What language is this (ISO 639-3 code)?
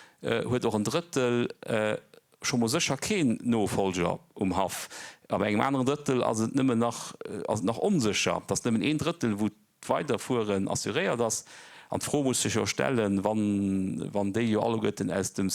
ltz